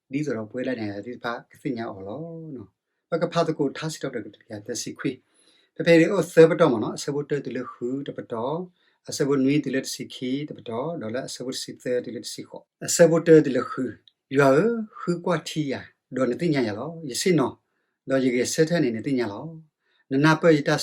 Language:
S'gaw Karen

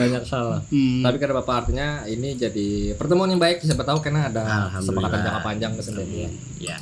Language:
Banjar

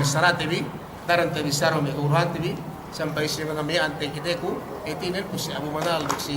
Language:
Yakan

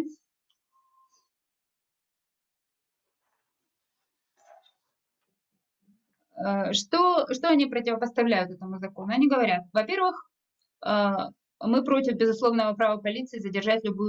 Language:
Russian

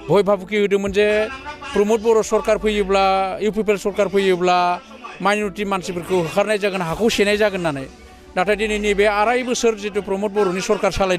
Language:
Bodo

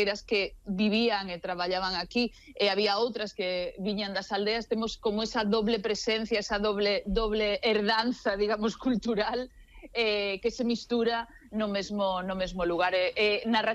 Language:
Galician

